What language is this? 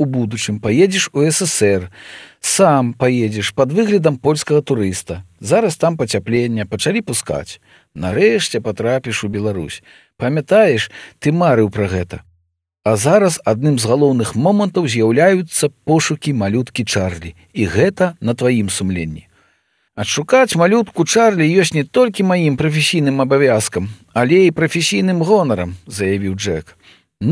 Belarusian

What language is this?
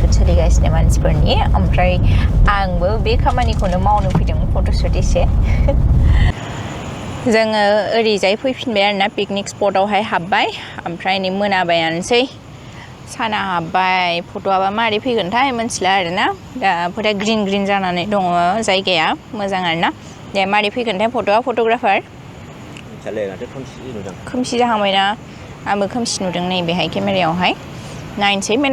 Bodo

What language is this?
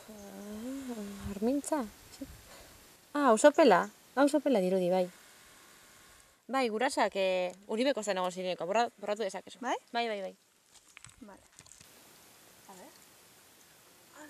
Basque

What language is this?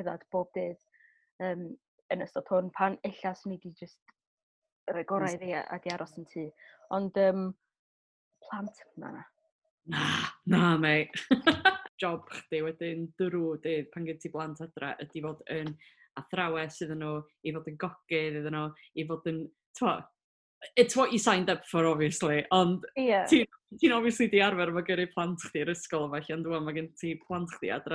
Welsh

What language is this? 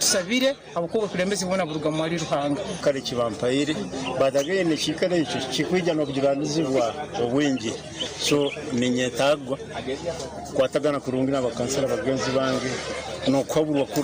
Nyankole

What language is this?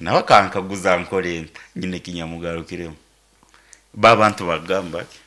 Nyankole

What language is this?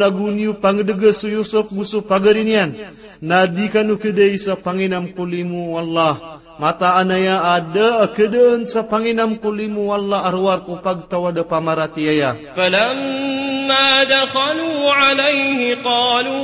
Maranao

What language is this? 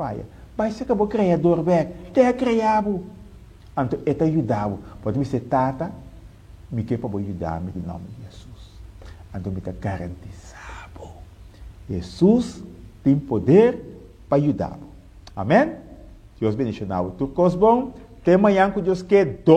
Papiamento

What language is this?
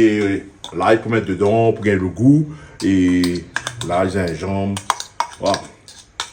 Réunion Creole French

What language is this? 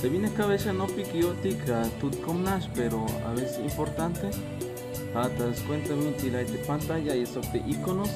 Tzeltal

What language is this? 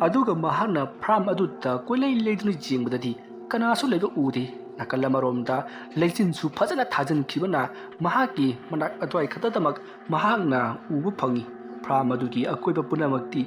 Manipuri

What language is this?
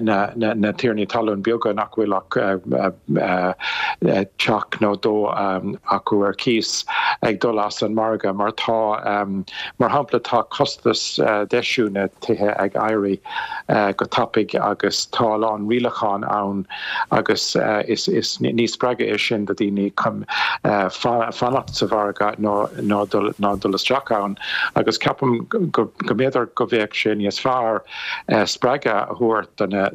Irish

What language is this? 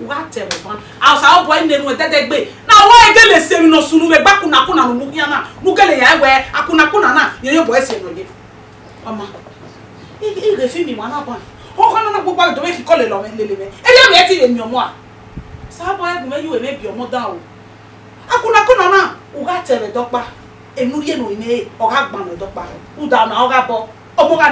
Bini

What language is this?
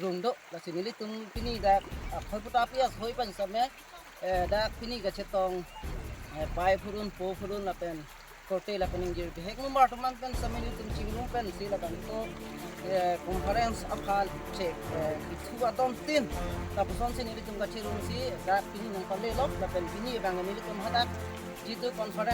Karbi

